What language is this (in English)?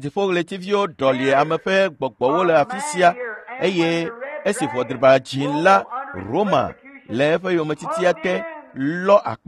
Ewe